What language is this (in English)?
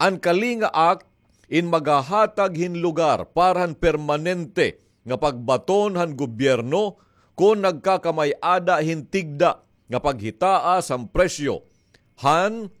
Waray